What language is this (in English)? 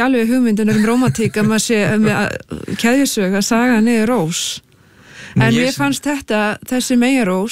Icelandic